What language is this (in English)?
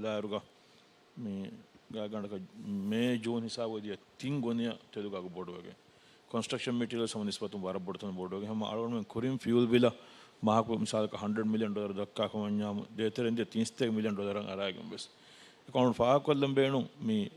Divehi